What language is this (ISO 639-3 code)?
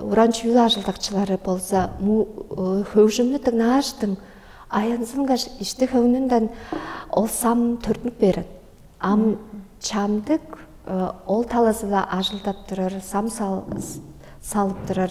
tyv